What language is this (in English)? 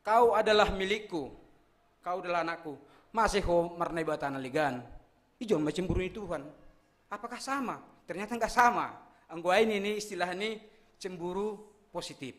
Batak Simalungun